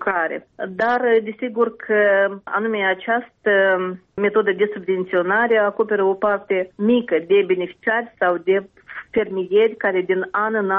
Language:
Romanian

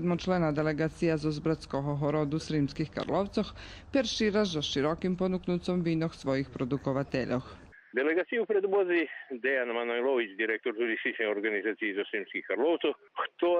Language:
Rusyn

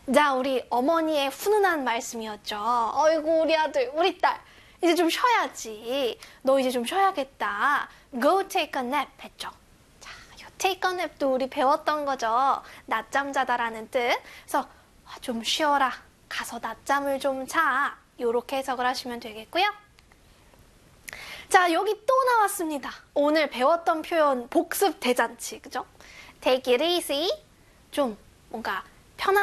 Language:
Korean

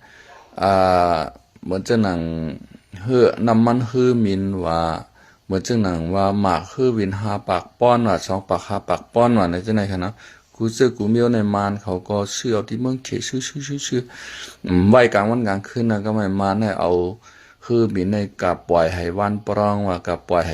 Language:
Shan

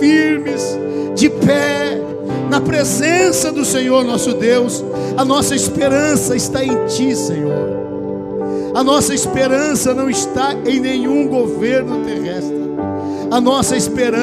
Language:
Portuguese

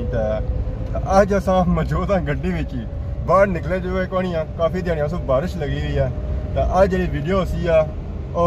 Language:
Pahari-Potwari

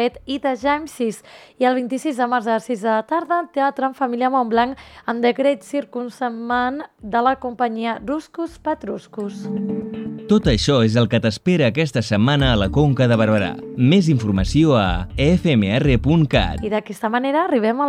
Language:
Catalan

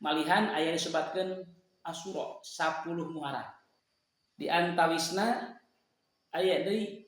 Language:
Sundanese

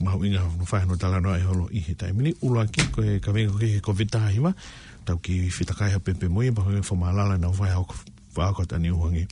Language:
Tongan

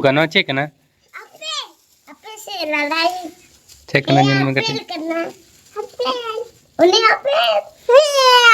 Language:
Santali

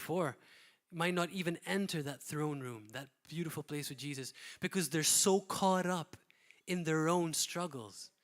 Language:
English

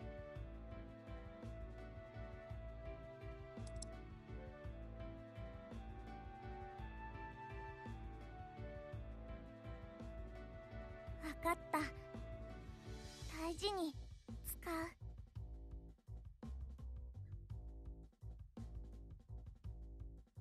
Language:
Japanese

